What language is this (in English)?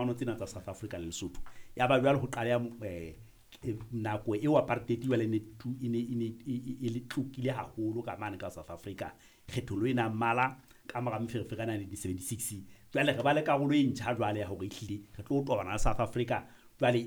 Southern Sotho